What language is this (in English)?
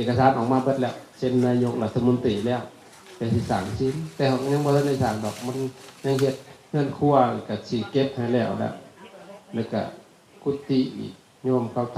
Lao